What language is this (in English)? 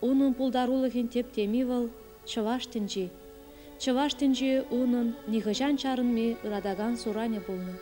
Chuvash